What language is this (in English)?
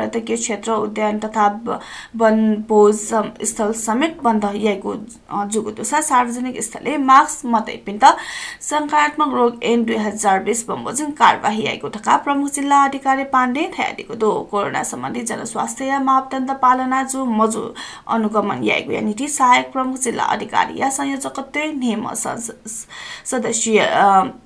Newari